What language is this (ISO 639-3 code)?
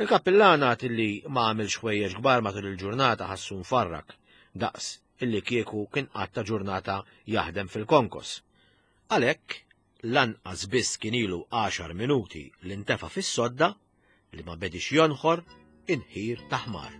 mlt